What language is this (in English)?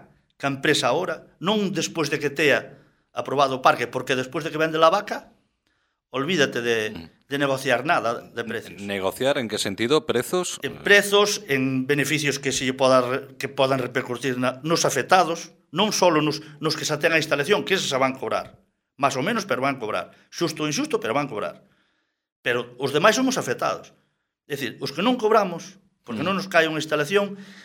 Galician